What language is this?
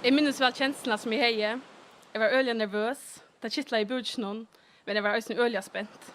Faroese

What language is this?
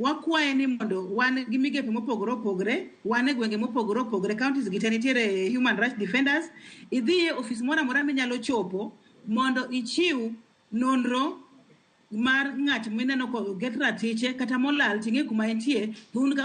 Luo (Kenya and Tanzania)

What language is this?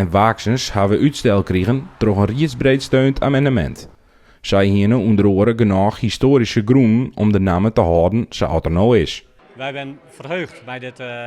Western Frisian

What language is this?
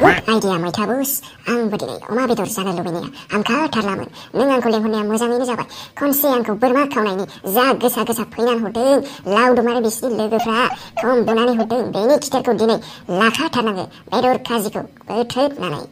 Bodo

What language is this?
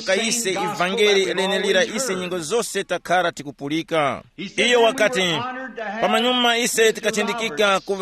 Tumbuka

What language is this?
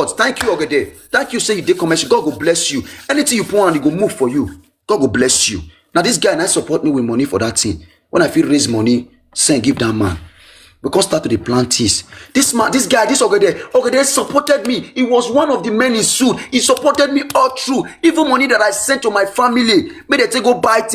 Nigerian Pidgin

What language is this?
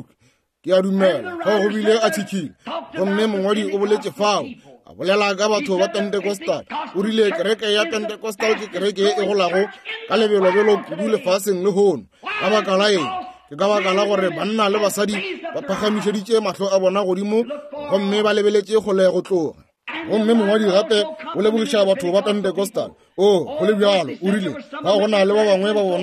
Northern Sotho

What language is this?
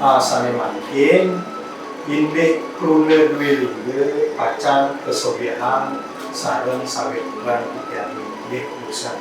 Balinese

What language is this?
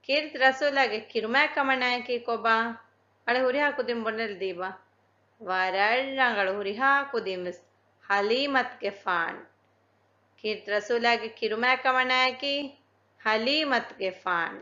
Divehi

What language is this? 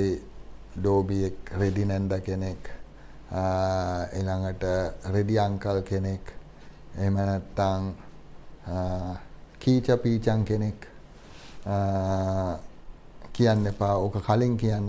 Sinhala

